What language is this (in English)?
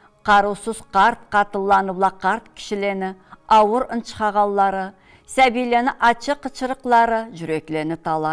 Karachay-Balkar